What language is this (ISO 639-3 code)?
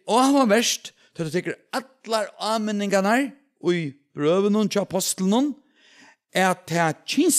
fao